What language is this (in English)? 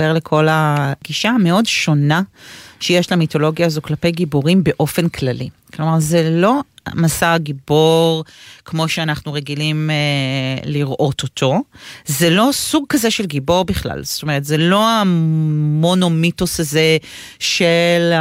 Hebrew